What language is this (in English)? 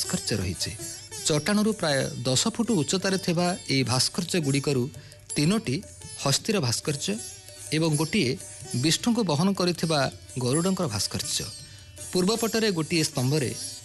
Odia